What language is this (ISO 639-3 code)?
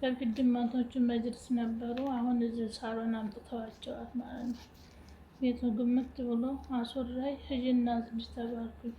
amh